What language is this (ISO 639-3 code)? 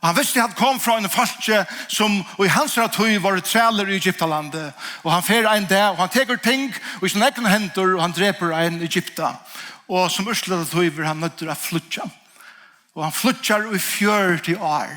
fao